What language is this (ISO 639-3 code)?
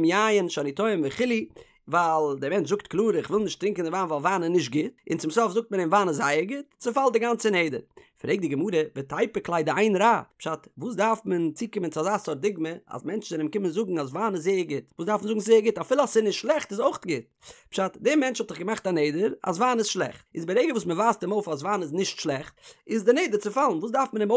yid